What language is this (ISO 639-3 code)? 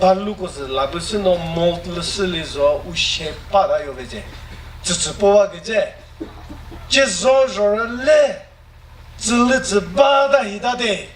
nri